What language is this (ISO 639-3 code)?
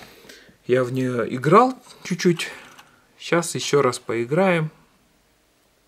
rus